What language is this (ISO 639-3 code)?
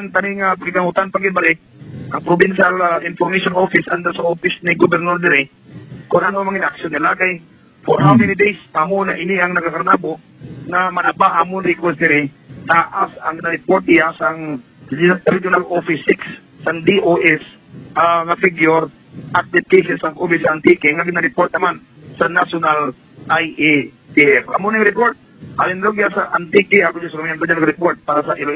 hil